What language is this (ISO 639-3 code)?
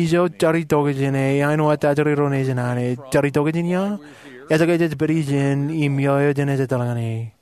mah